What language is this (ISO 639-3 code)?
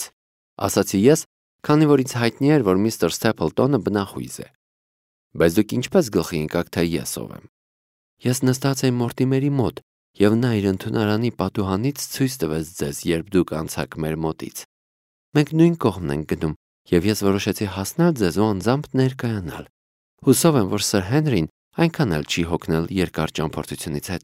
hye